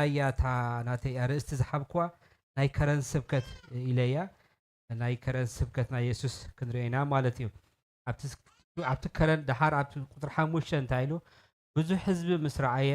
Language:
Tigrinya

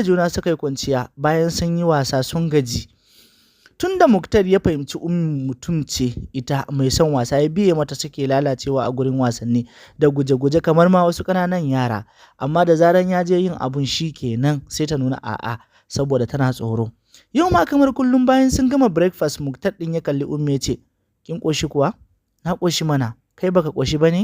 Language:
Hausa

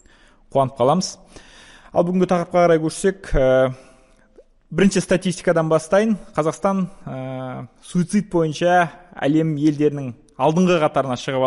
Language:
Kazakh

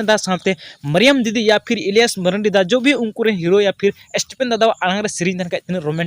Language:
Santali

